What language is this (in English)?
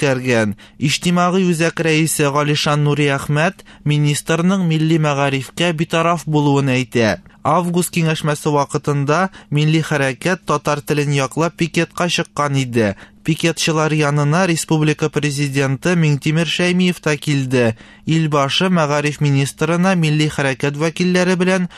Tatar